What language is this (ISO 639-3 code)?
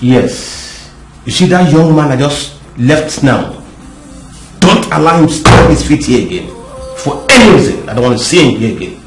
pcm